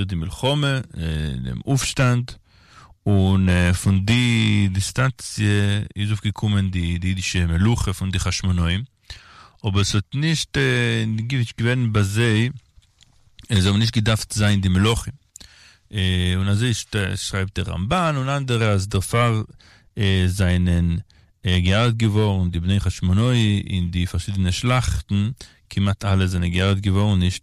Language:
Yiddish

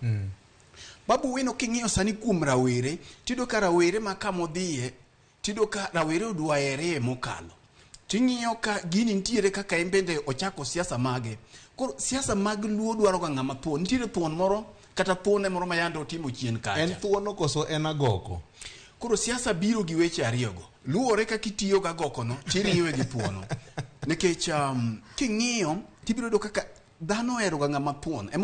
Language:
Luo (Kenya and Tanzania)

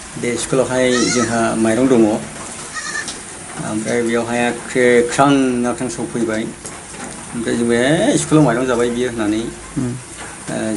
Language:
Bodo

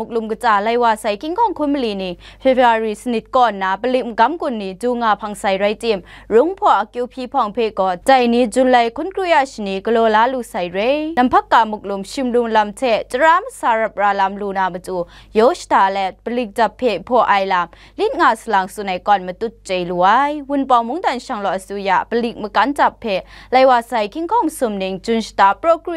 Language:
Kachin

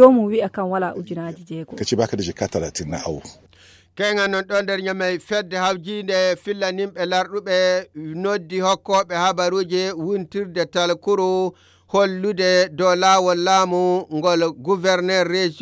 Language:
Nigerian Fulfulde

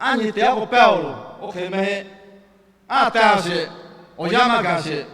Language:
Lahu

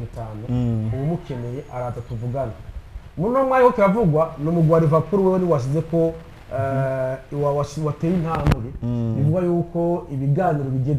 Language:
Rundi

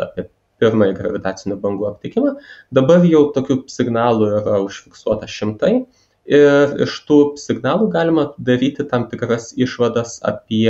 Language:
Lithuanian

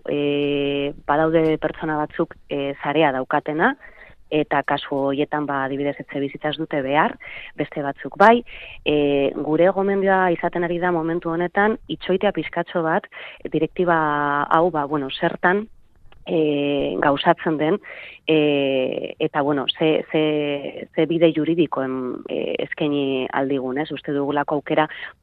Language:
Basque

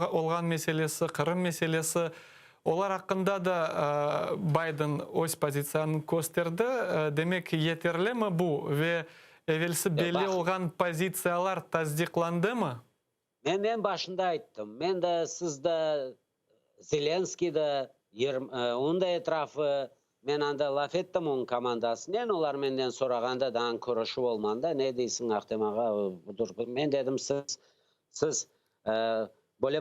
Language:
Crimean Tatar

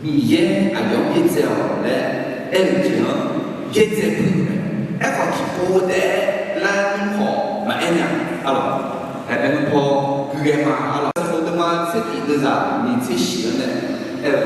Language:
Akha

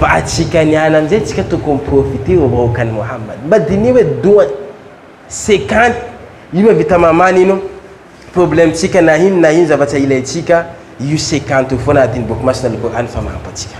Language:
Malagasy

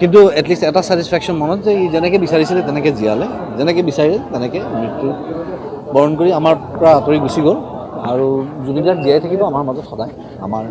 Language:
Assamese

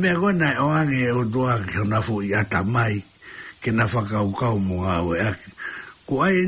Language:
Tongan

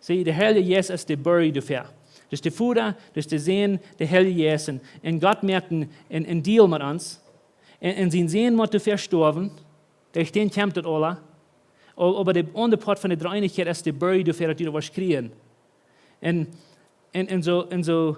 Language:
Plautdietsch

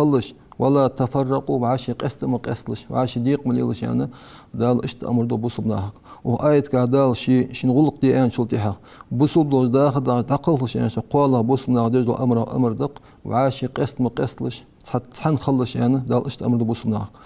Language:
Ingush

